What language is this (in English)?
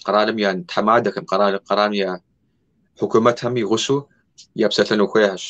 Kabardian